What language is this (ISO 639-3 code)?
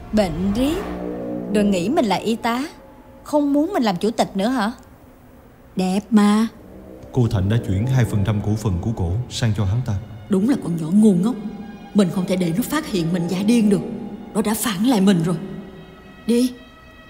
vie